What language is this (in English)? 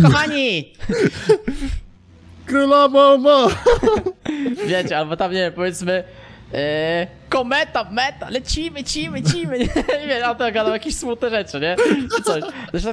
Polish